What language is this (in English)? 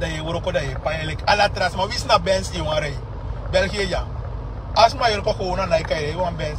Sranan Tongo